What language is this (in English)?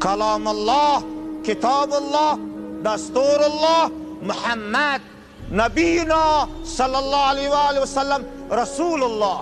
Tajik